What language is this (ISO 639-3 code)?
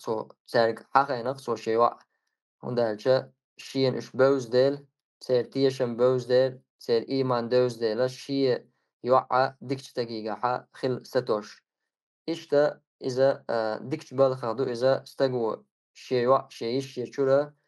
che